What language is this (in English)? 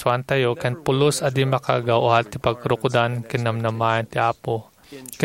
Iloko